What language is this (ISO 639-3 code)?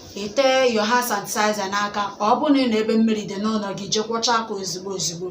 ibo